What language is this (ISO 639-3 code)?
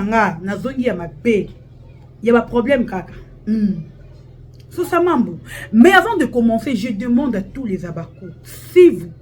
lin